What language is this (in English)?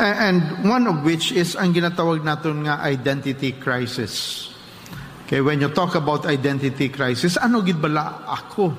Hiligaynon